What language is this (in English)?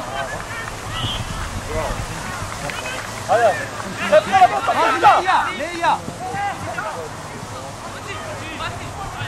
Macedonian